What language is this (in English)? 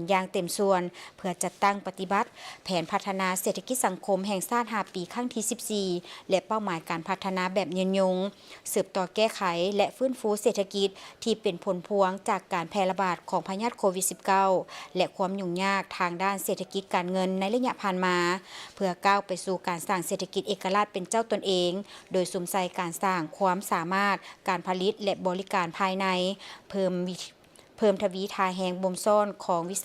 Lao